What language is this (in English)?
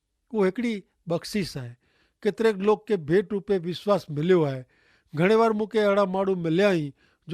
Kachhi